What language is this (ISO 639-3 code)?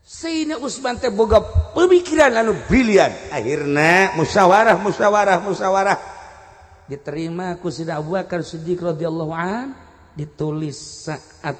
sun